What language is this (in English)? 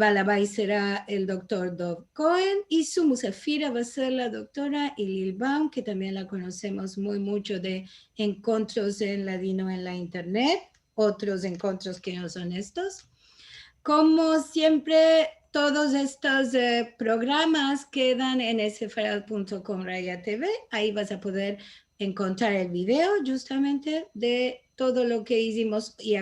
Ladino